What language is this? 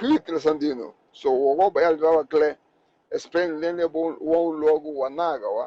Garifuna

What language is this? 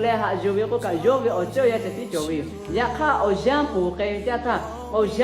Lahu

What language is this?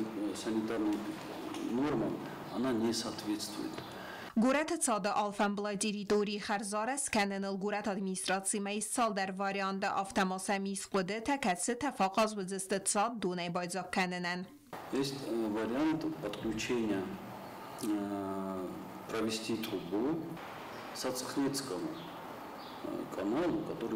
Ossetic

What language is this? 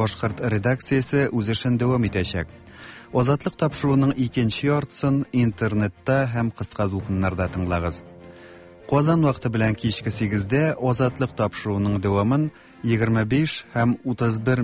Tatar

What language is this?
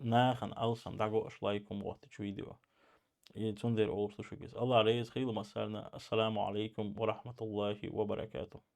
Chechen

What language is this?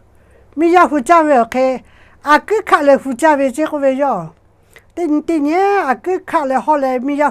Lahu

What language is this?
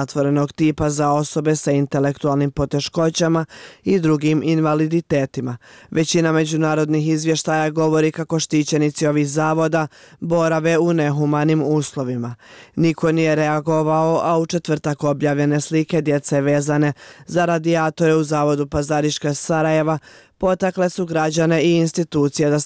Bosnian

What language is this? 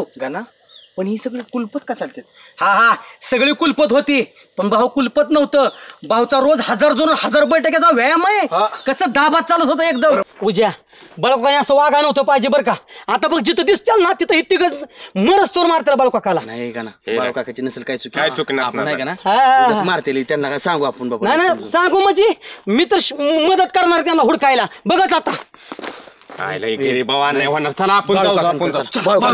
Marathi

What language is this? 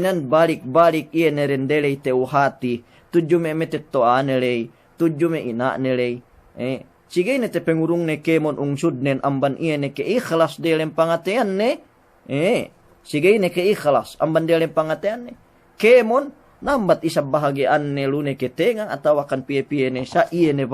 Yakan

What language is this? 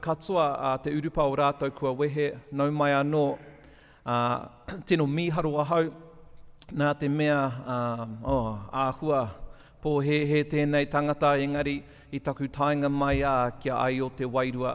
Māori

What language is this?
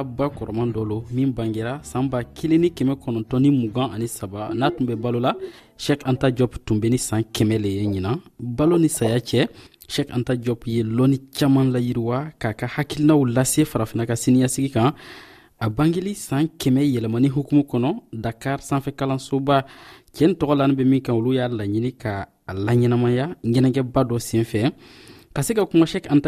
Dyula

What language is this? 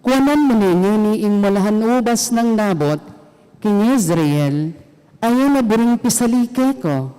Pampanga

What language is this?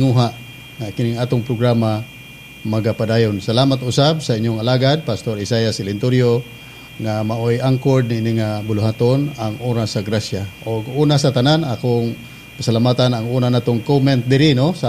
Cebuano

